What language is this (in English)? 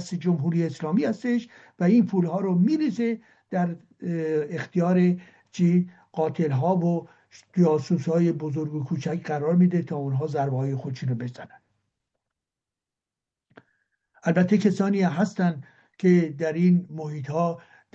Persian